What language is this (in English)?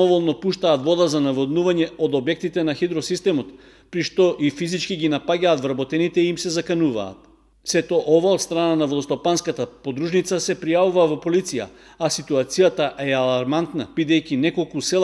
Macedonian